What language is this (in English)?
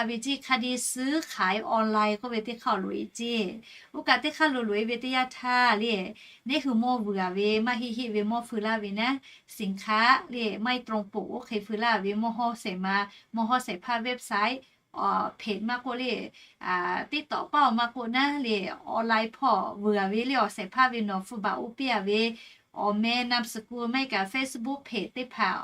Lahu